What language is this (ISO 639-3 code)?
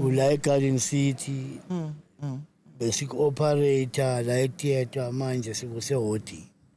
zul